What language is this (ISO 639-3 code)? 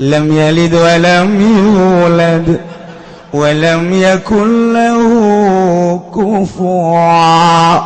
sun